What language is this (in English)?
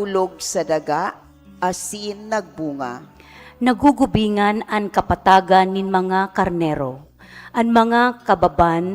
Bikol